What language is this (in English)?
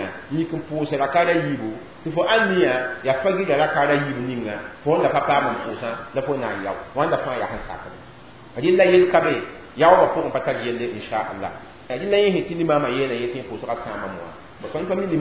Mossi